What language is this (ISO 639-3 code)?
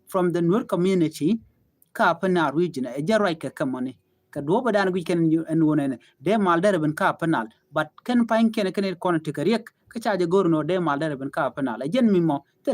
nus